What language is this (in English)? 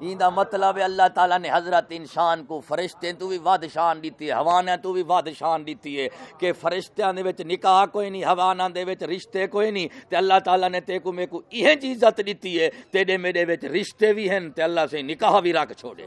Saraiki